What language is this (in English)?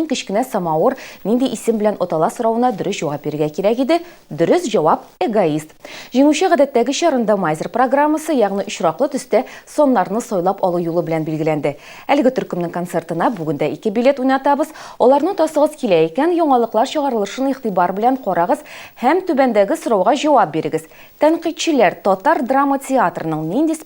Tatar